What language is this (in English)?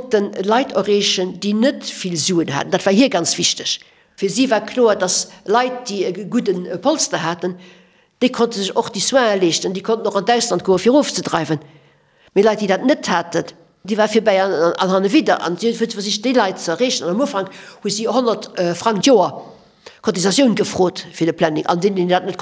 Luxembourgish